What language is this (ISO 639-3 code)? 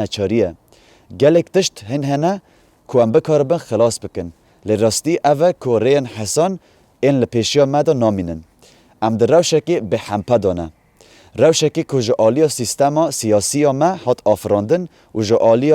kur